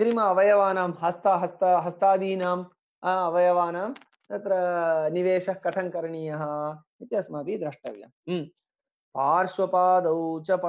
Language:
Sanskrit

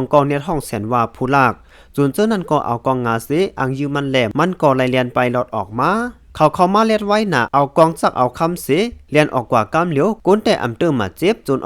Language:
Shan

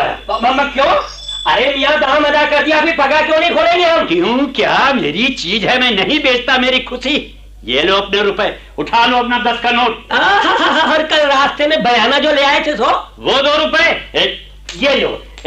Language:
Hindi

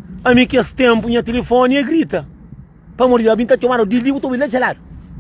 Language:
Kabuverdianu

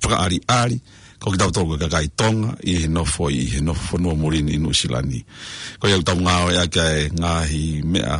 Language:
Tongan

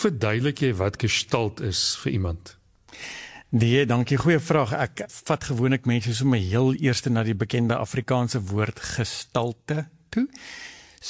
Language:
Afrikaans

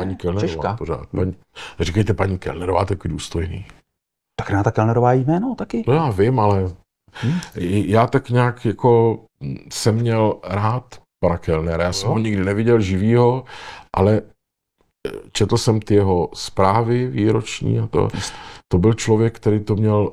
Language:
Czech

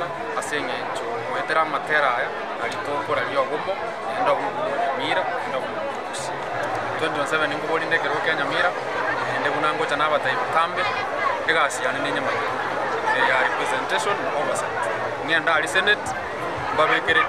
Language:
Gusii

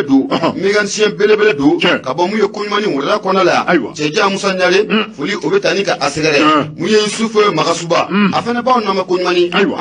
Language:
Bambara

